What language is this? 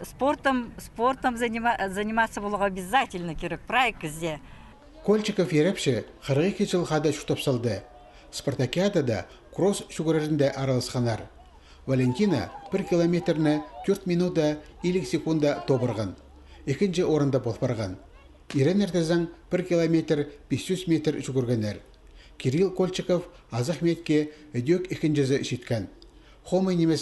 Khakas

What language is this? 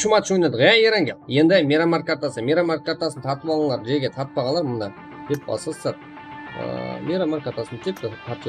Kara-Kalpak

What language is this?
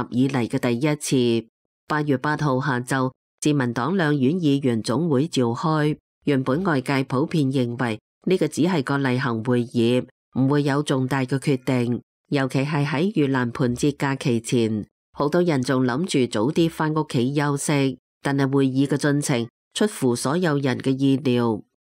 Cantonese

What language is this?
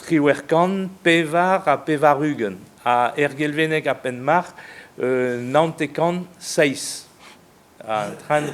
Breton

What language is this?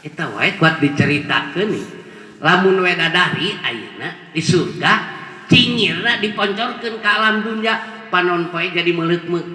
Sundanese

